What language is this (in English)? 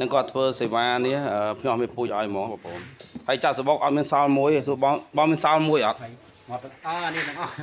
Khmer